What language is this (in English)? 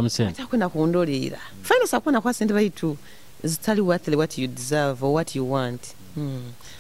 Nyoro